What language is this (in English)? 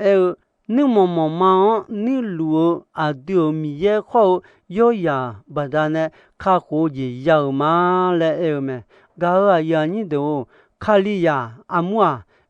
Akha